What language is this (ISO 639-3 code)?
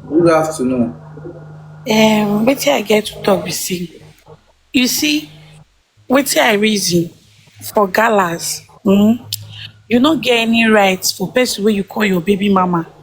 pcm